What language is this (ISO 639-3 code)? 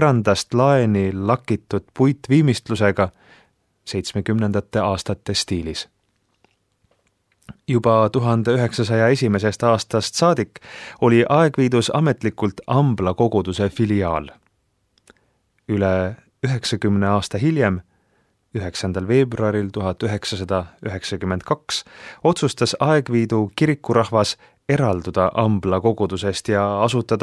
est